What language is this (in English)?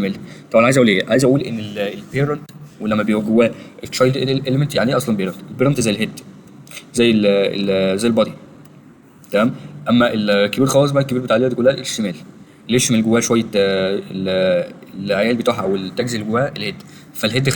Egyptian Arabic